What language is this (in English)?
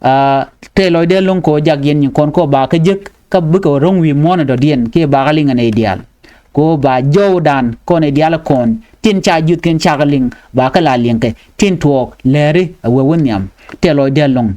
Nuer